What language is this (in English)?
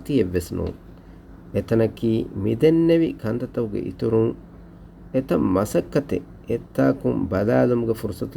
Divehi